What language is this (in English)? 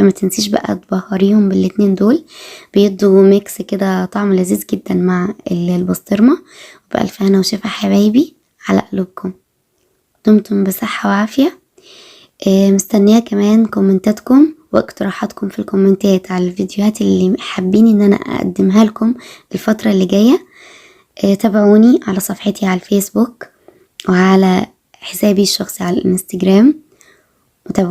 Egyptian Arabic